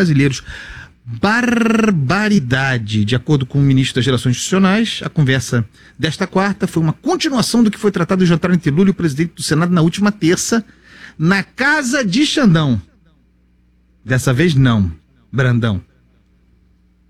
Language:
Portuguese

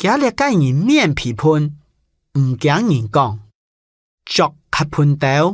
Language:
Hakka Chinese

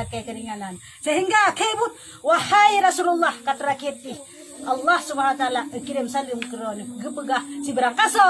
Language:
Achinese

